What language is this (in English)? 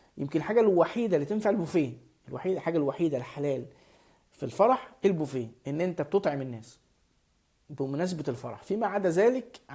Egyptian Arabic